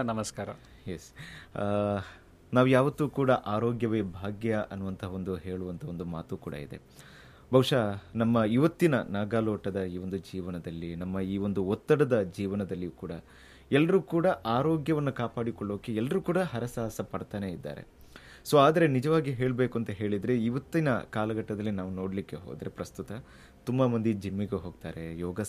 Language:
Kannada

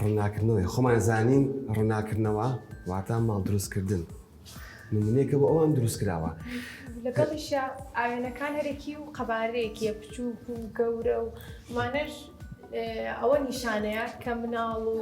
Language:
Central Kurdish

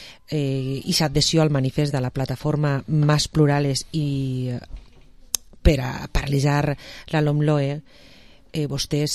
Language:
Catalan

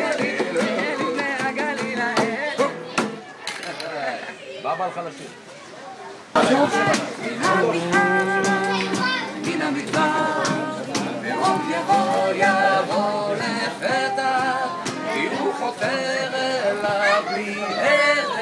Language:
Hebrew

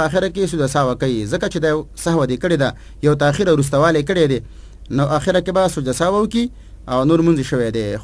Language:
Pashto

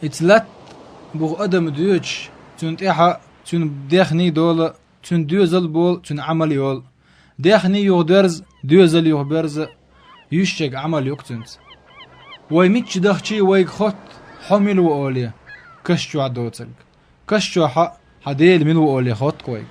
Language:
Chechen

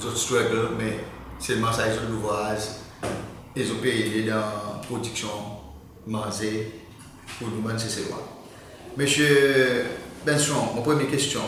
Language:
Seselwa Creole French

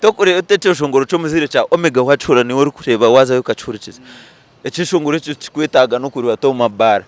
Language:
Nyankole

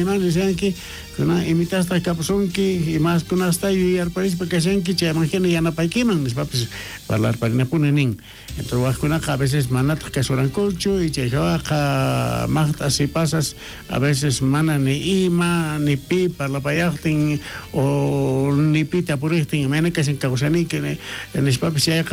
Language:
South Bolivian Quechua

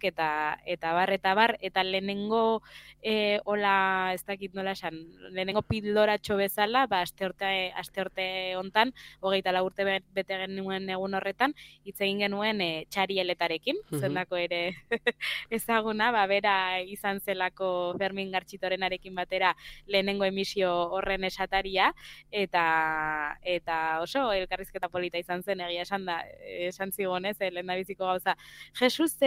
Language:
Basque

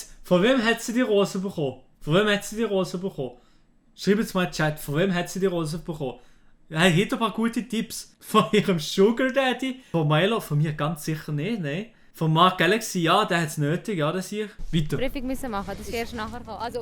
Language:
Swiss German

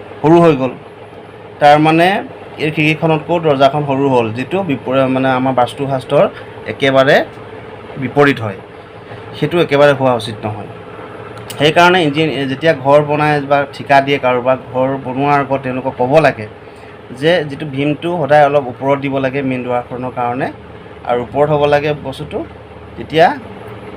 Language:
Assamese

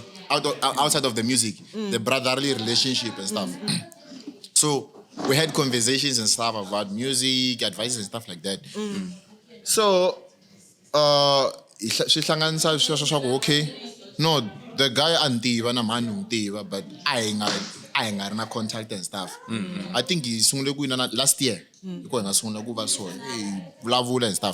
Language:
Tsonga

